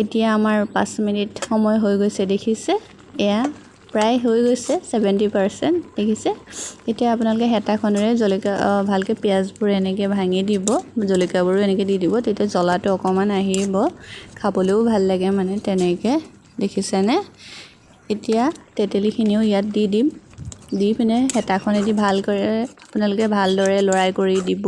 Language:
Assamese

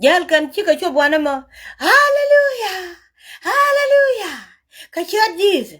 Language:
Nuer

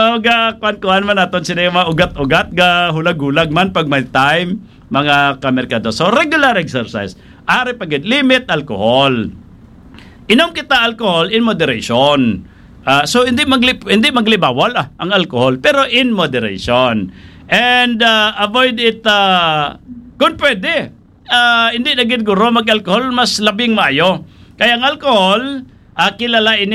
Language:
Hiligaynon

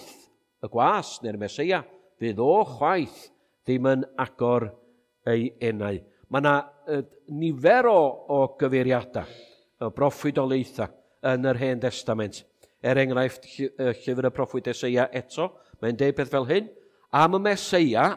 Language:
Welsh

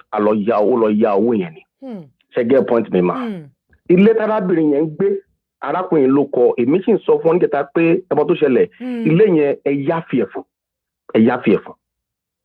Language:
Yoruba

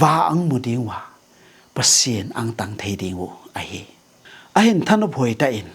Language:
Tedim Chin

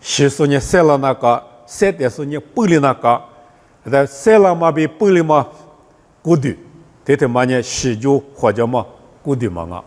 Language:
Lisu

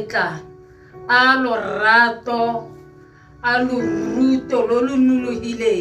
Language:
Tswana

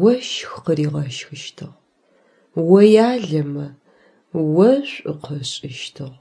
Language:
Adyghe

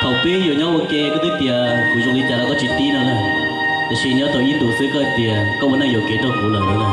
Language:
Hmong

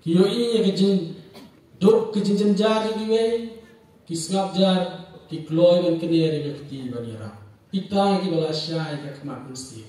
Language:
Khasi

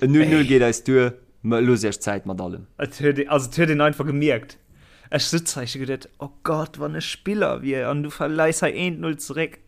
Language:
Luxembourgish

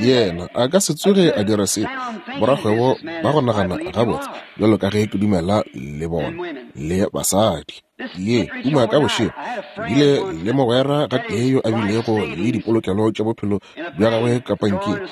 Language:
Northern Sotho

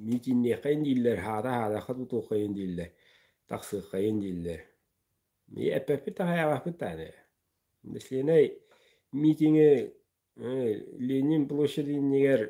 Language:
Yakut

